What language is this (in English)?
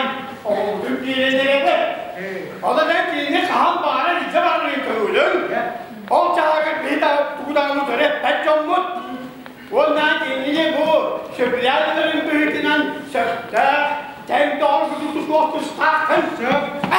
Yakut